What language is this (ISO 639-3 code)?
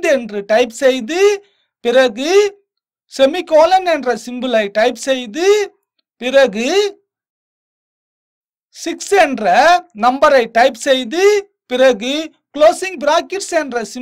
tam